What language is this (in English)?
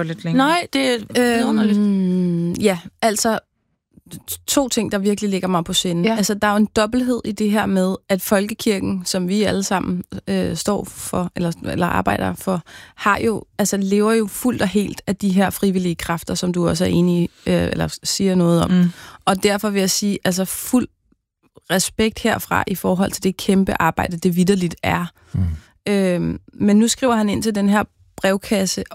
Danish